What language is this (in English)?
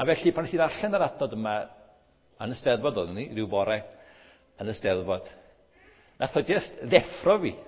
Welsh